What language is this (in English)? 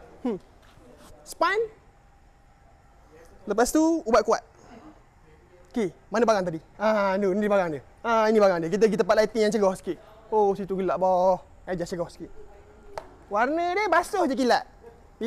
Malay